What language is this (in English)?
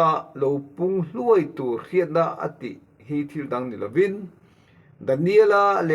Mizo